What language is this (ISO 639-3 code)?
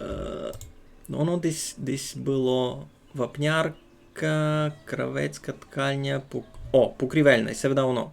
rue